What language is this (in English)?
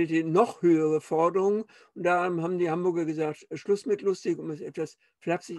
German